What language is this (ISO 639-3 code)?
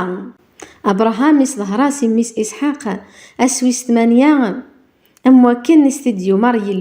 kab